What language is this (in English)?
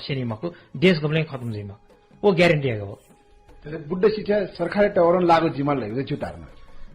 Newari